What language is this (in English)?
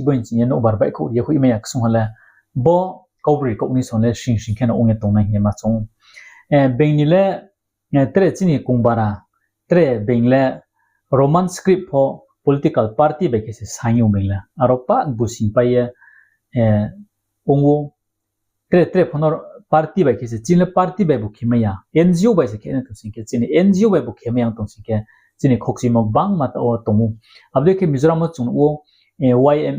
Riang (India)